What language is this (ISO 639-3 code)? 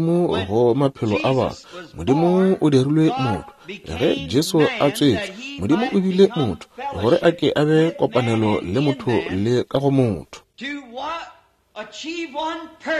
nso